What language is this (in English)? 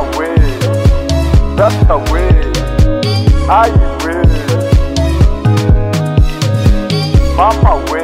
Kinyarwanda